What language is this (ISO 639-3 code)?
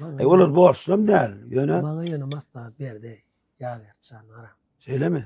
tuk